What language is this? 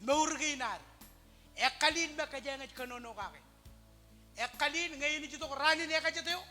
Marshallese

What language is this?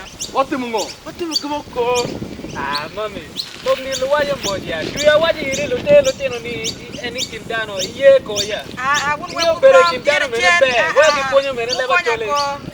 Acoli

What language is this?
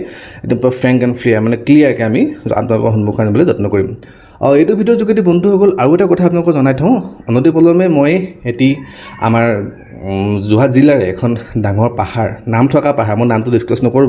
Assamese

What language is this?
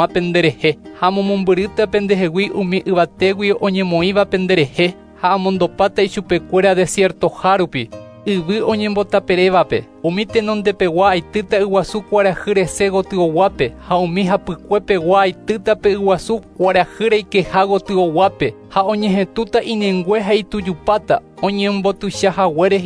Guarani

